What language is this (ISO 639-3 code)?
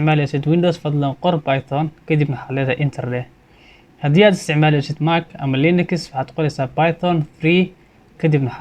som